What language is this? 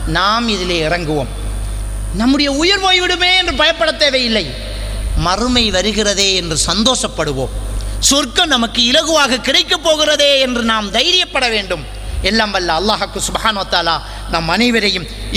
Tamil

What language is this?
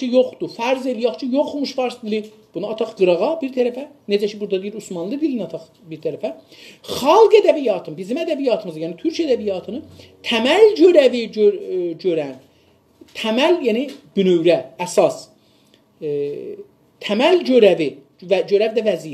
South Azerbaijani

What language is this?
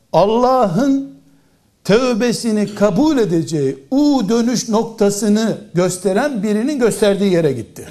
Turkish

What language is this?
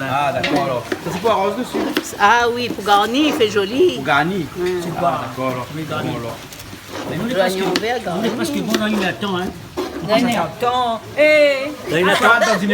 Réunion Creole French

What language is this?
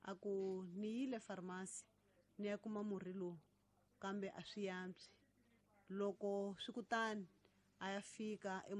Tsonga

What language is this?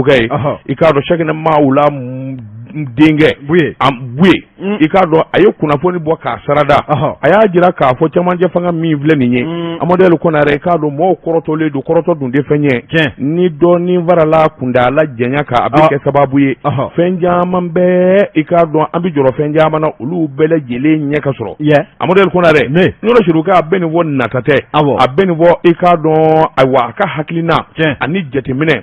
Bambara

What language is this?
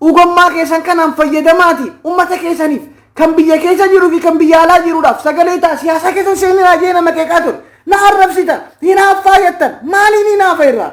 Oromo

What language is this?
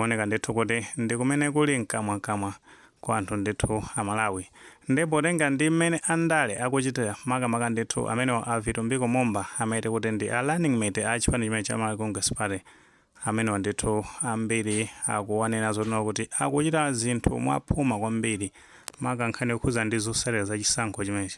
Nyanja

